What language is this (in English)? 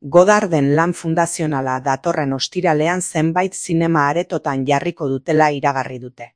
Basque